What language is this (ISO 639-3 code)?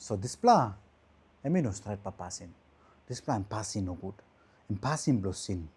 tpi